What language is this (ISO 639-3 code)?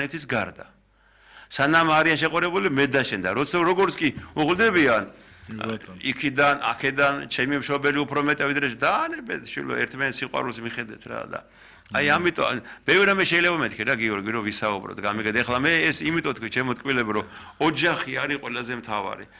kat